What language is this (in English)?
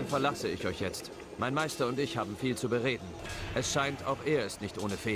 Bavarian